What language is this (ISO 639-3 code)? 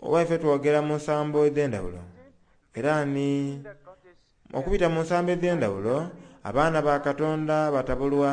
xog